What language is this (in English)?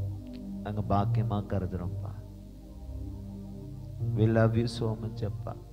Tamil